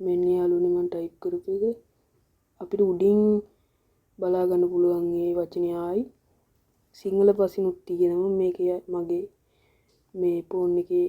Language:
Sinhala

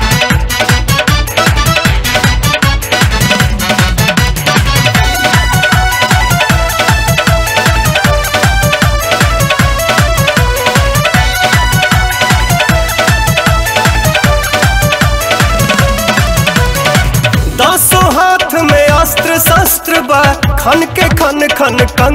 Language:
Bhojpuri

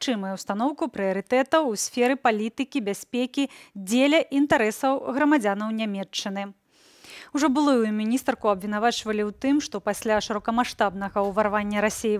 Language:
Belarusian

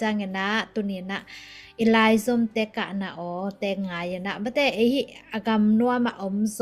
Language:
Tedim Chin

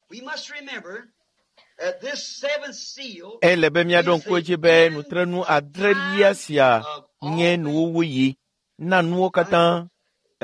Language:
Ewe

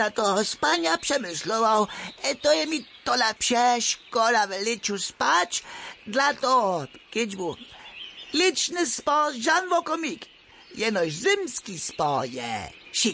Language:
Upper Sorbian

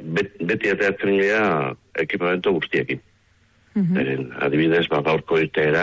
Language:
Basque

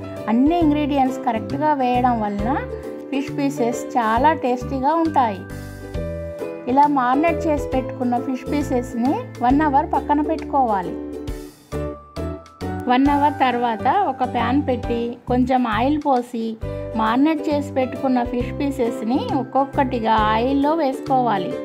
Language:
Telugu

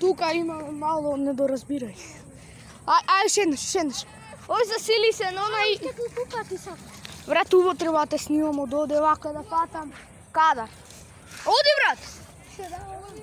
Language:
Macedonian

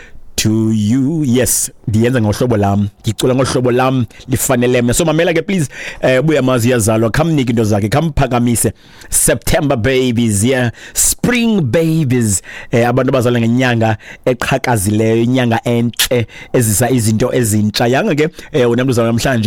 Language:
Xhosa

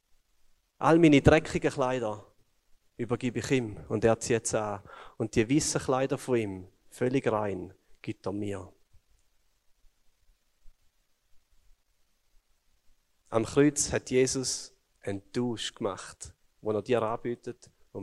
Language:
German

